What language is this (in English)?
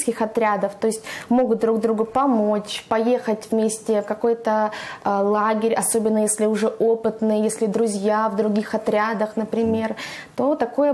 Russian